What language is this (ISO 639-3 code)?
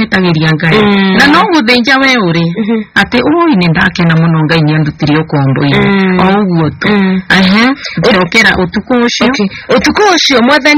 kik